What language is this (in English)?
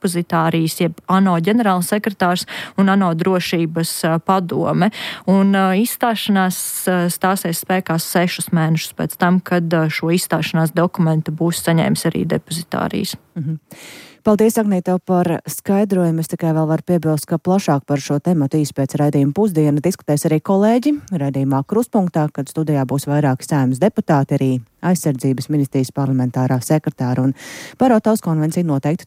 Latvian